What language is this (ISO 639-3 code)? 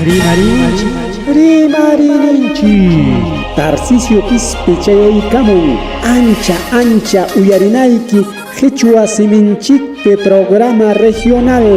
quy